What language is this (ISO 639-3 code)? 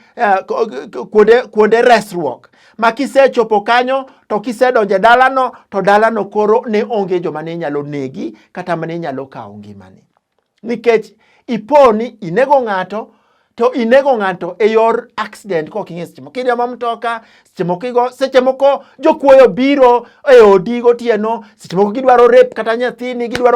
luo